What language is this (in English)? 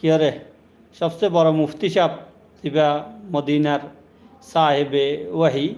Rohingya